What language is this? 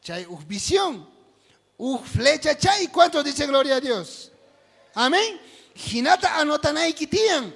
South Bolivian Quechua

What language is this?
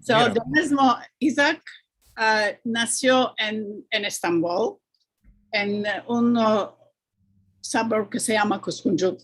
Ladino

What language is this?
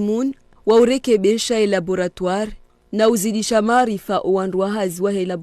Ngazidja Comorian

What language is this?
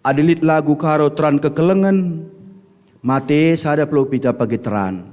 Batak Karo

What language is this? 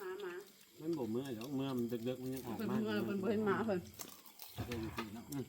Northeastern Thai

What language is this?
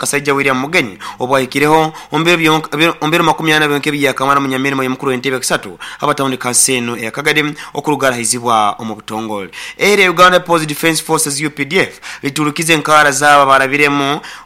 Nyoro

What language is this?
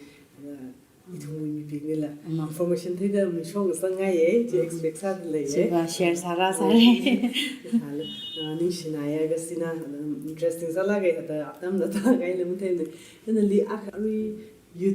Tangkhul Naga (India)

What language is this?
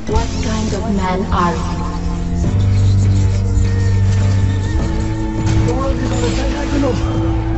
English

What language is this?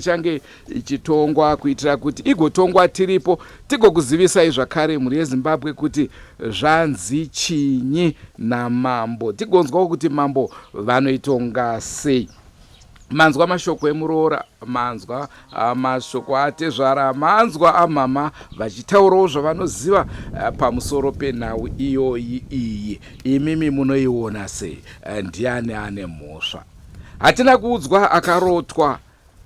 Shona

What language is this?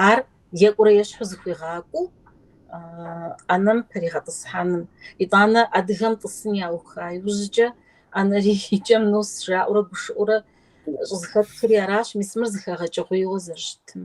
Kabardian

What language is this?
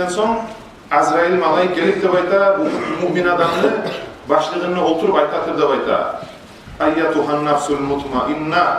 Kumyk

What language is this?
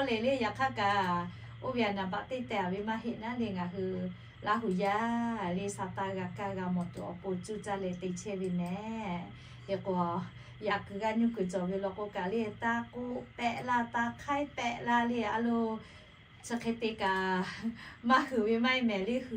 Lahu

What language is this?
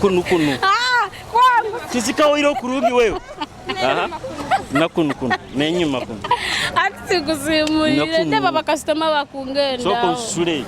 Nyoro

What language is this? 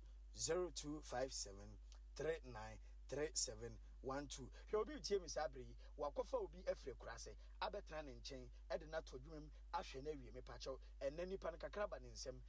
Akan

